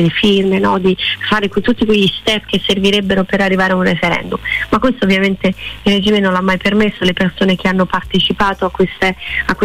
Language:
Italian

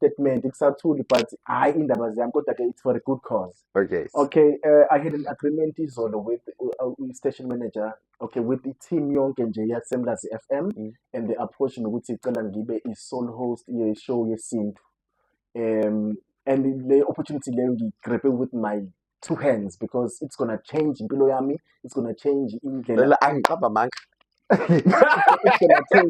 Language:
Zulu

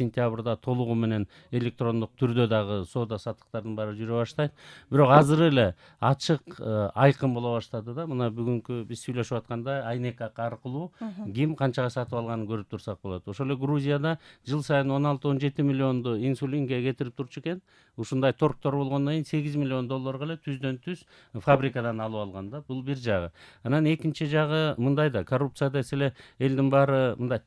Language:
Kyrgyz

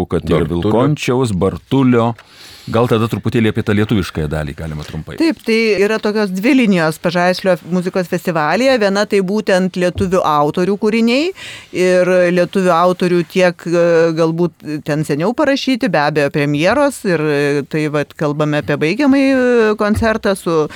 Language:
Lithuanian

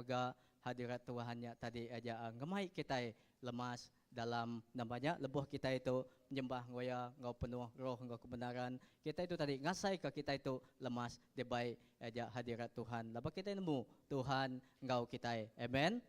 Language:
Iban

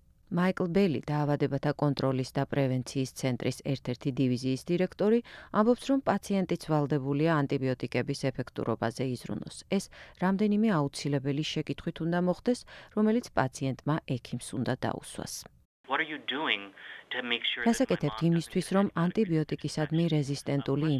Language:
Georgian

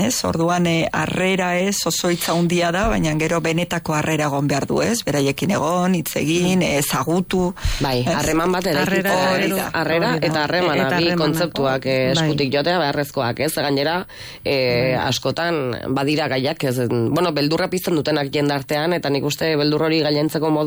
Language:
Basque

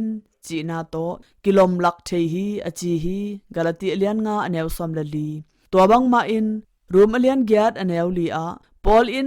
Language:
Tedim Chin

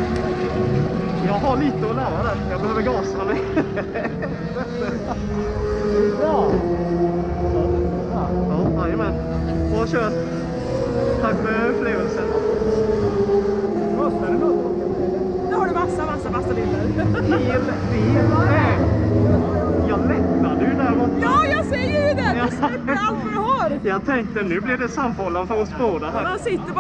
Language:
Swedish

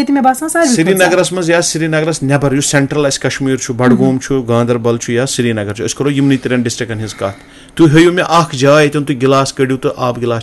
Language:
Kashmiri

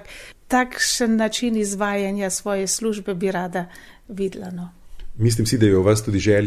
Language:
Slovenian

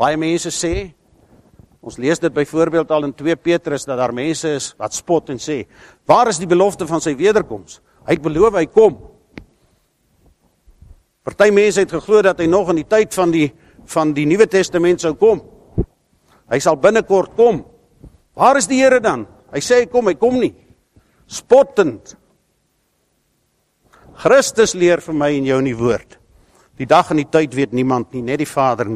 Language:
Afrikaans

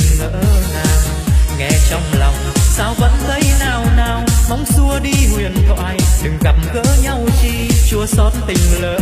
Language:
Vietnamese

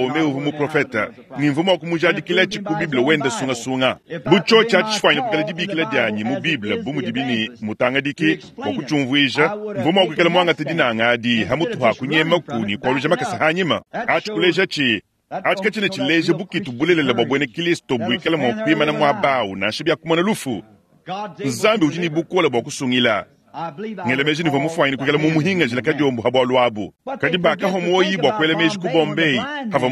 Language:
Luba-Lulua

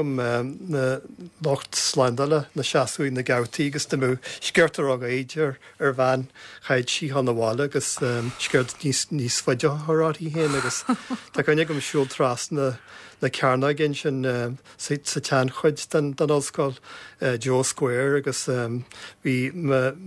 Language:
Irish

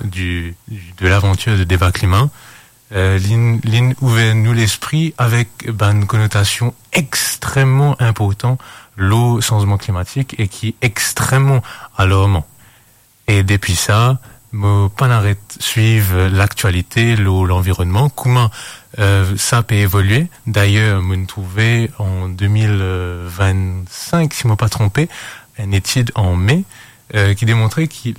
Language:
Morisyen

